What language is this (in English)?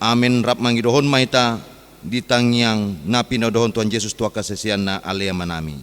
Batak Toba